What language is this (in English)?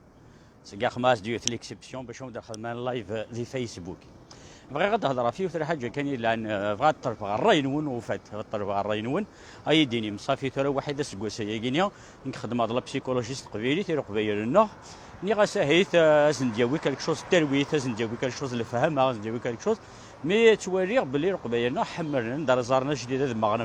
Kabyle